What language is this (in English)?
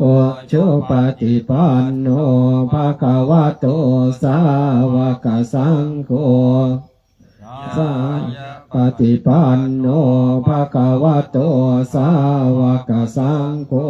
Pali